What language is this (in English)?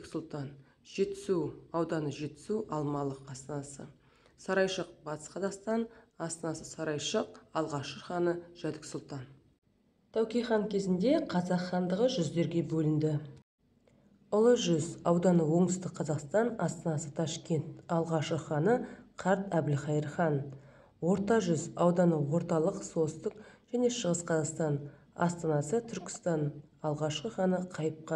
Kazakh